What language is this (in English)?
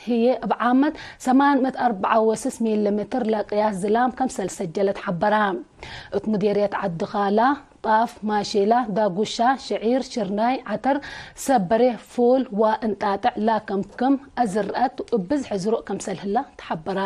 Tigre